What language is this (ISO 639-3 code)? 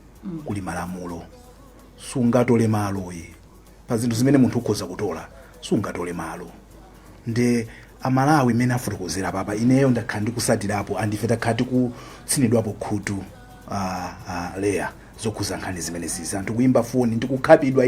nya